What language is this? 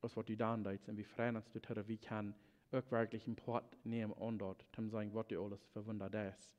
Plautdietsch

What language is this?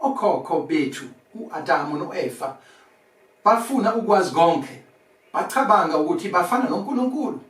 Zulu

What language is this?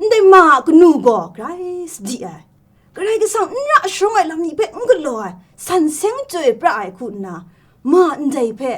Kachin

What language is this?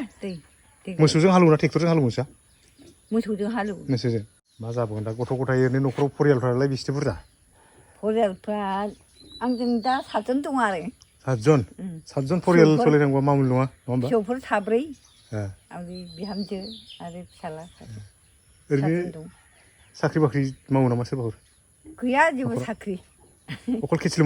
Bodo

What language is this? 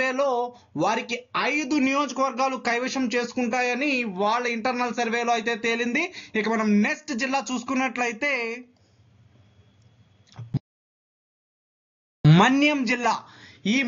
Telugu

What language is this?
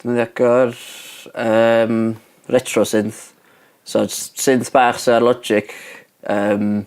Welsh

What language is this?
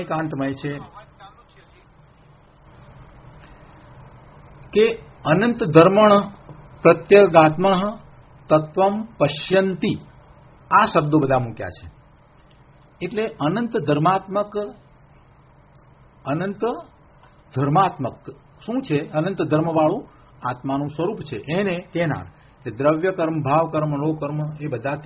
Gujarati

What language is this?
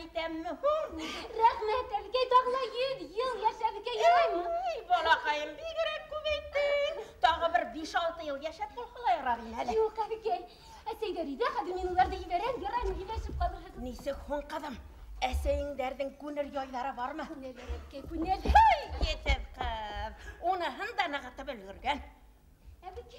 Bashkir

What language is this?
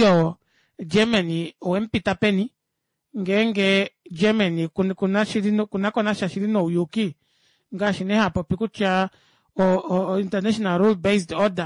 Kuanyama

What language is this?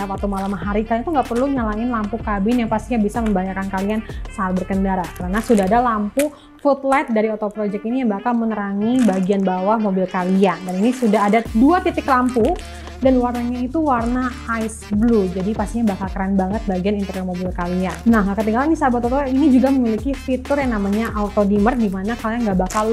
Indonesian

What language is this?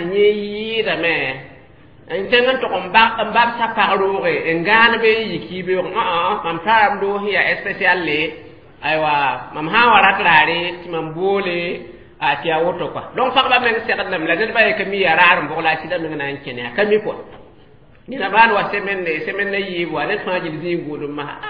Mossi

